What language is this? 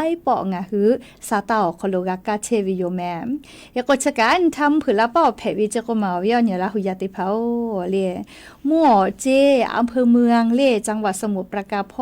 Lahu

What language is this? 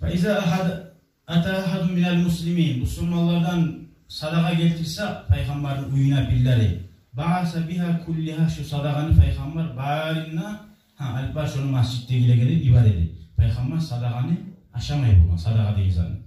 Kumyk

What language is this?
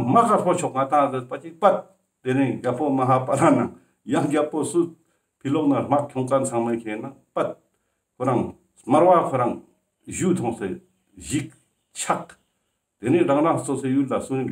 Ladakhi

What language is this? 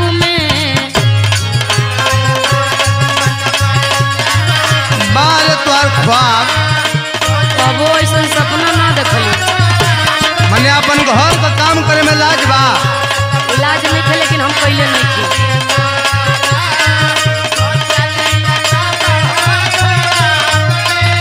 Bhojpuri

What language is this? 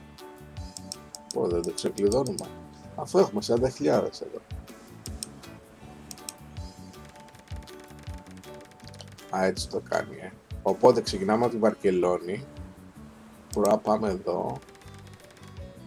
Greek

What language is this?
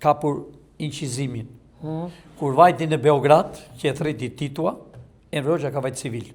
Albanian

